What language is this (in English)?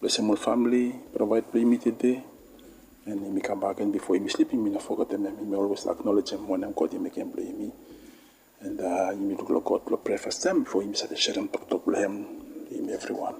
Bislama